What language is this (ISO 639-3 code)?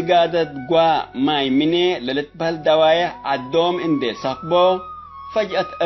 tig